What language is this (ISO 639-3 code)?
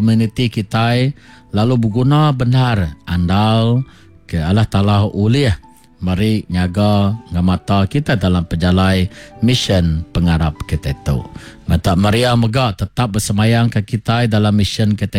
iba